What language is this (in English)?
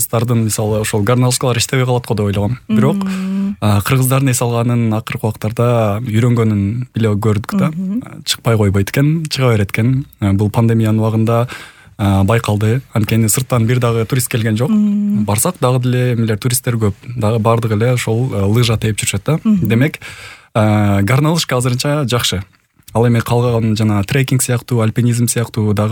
Kyrgyz